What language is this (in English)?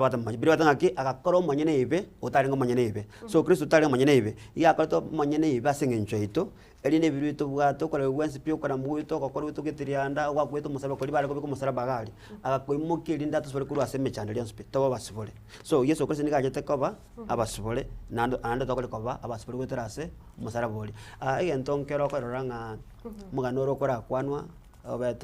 Gusii